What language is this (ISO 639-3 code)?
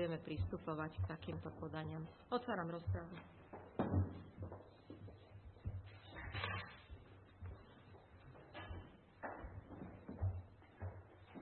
slk